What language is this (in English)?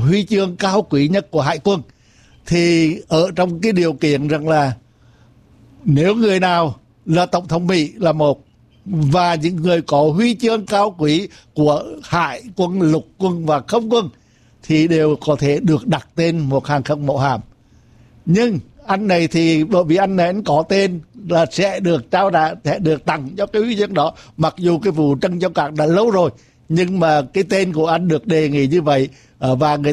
Vietnamese